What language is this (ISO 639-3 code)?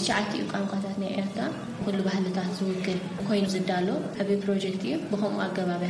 tir